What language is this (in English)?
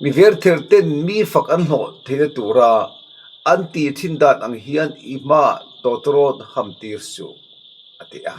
Mizo